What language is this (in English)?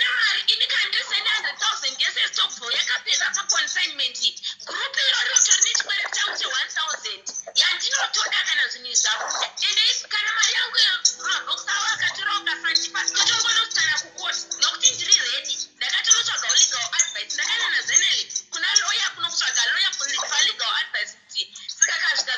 Shona